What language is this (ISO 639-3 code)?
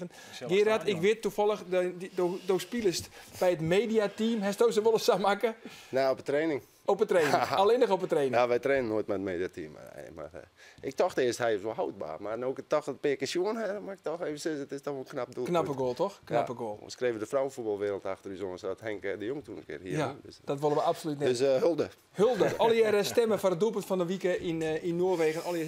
fry